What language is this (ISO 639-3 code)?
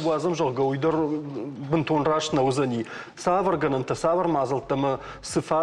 oss